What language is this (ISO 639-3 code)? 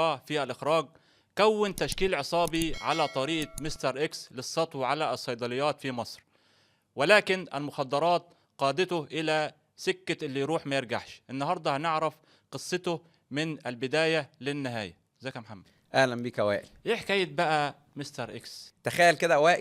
arz